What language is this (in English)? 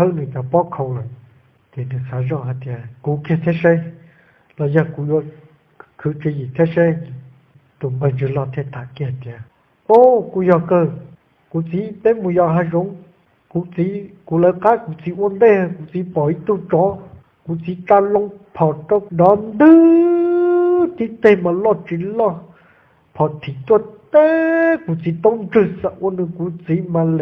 Hmong